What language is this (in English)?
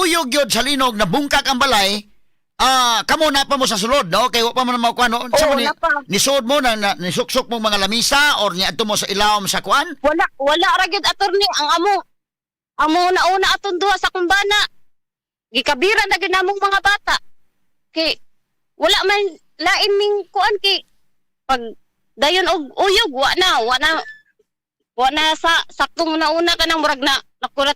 Cebuano